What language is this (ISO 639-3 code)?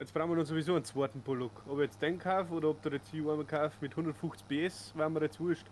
bar